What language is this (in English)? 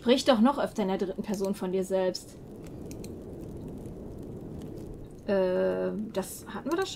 German